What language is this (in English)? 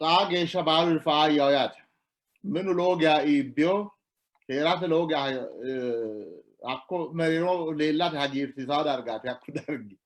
Sidamo